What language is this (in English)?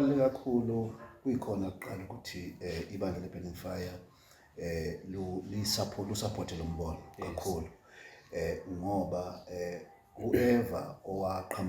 Zulu